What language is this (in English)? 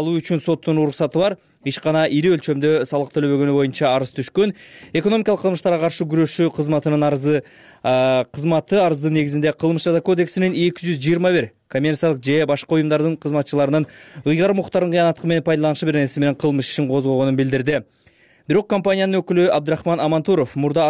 Kyrgyz